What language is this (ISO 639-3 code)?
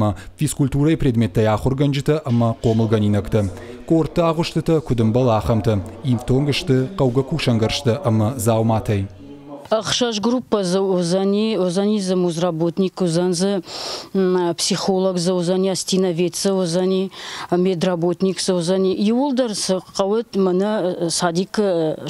oss